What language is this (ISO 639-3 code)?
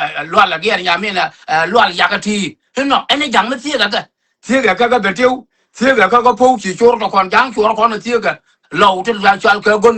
nus